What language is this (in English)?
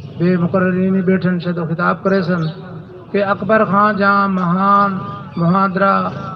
Saraiki